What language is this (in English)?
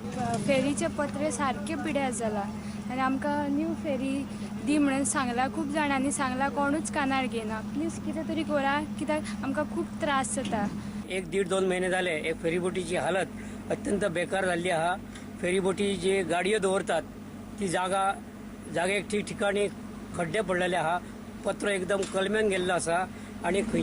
Konkani